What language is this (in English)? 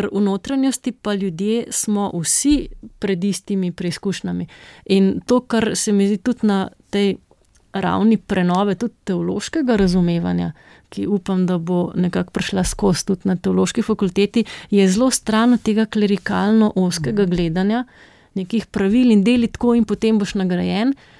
Slovenian